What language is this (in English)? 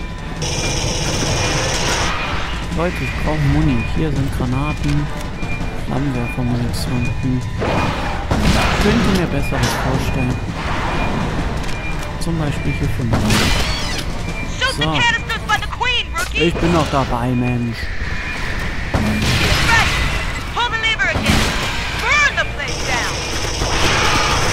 German